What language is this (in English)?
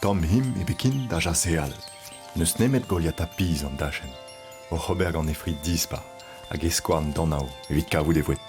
Breton